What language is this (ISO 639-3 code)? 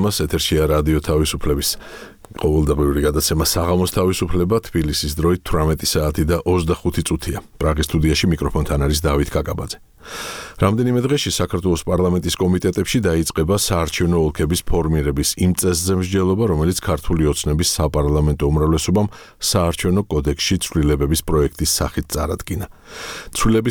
kat